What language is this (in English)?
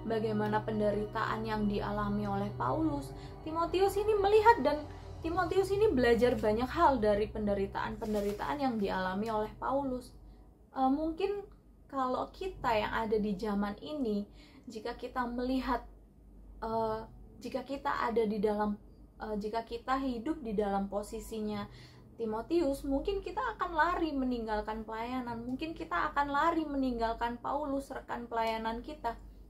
Indonesian